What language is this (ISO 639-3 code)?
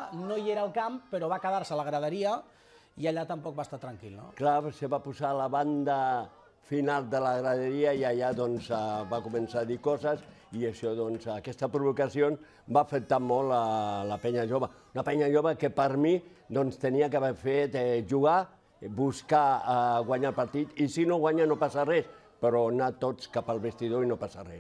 cat